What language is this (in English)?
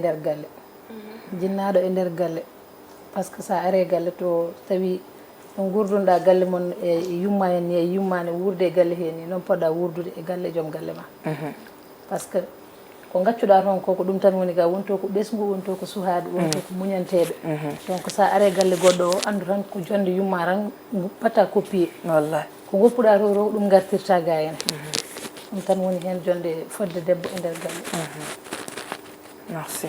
Fula